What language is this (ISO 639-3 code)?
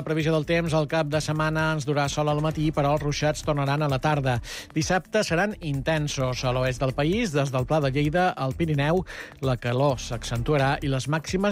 cat